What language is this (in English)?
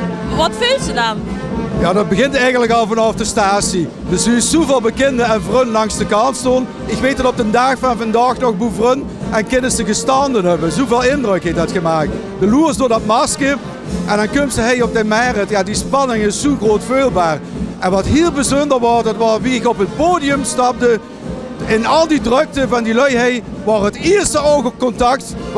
Limburgish